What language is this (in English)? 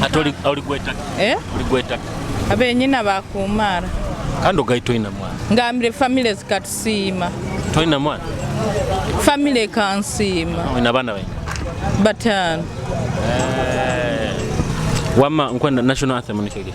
Nyoro